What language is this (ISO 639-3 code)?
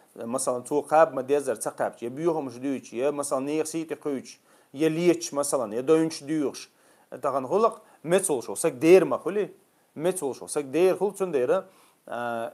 che